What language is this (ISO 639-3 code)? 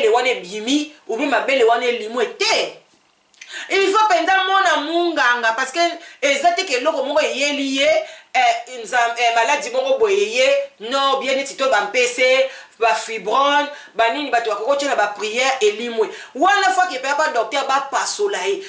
lin